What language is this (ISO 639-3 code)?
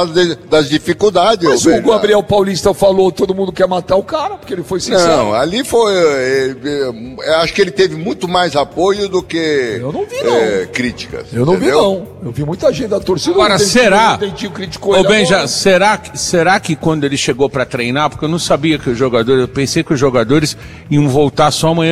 por